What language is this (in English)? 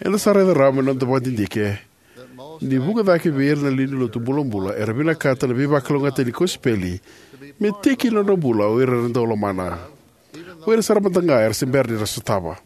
Fijian